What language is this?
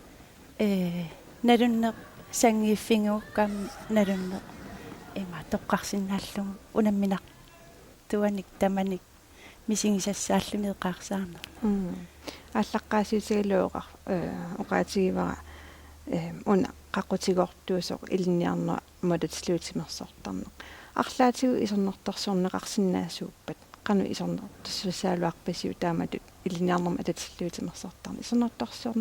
Kalaallisut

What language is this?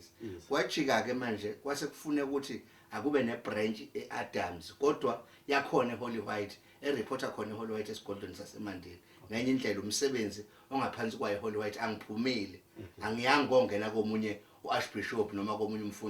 Zulu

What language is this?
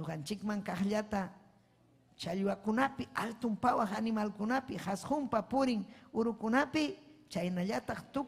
Ayacucho Quechua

